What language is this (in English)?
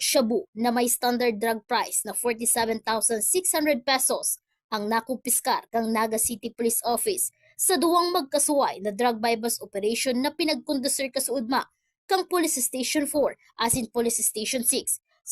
Bikol